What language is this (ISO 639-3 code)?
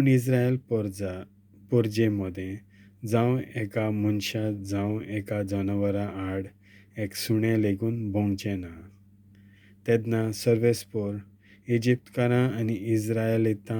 kok